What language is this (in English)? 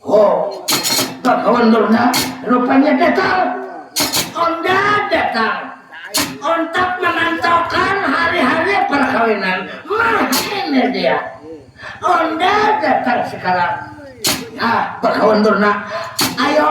Banjar